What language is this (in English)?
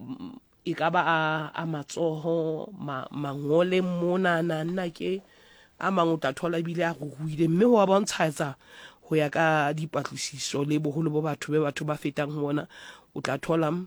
Southern Sotho